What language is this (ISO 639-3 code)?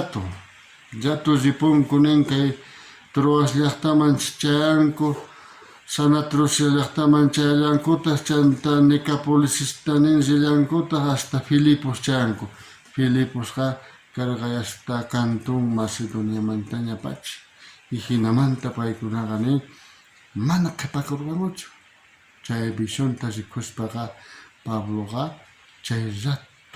quh